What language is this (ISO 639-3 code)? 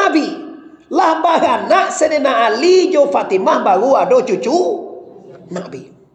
min